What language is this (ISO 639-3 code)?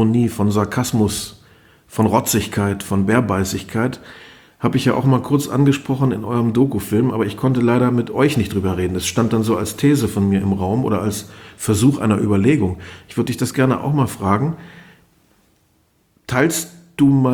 deu